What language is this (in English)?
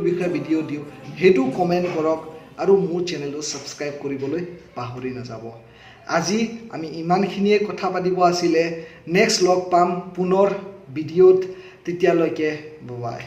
Assamese